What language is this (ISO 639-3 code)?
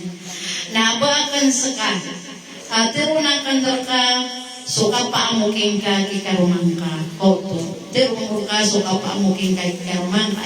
mrw